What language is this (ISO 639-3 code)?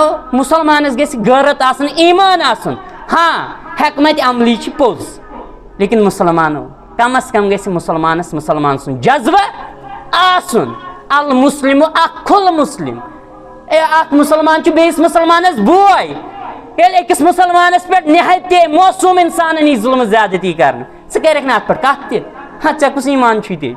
kas